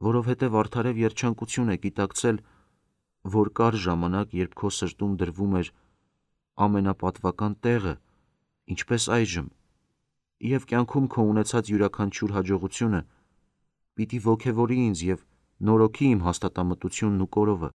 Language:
Armenian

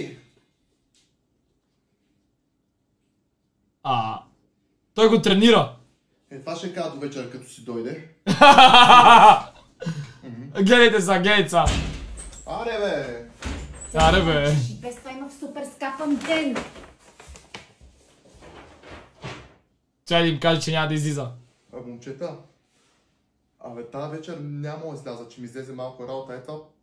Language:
Bulgarian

